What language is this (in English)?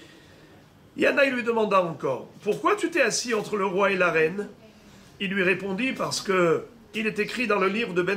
French